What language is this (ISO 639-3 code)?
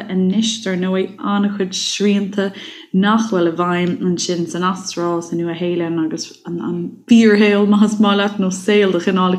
gle